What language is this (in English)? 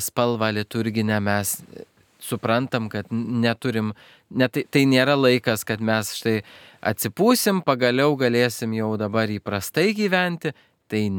Lithuanian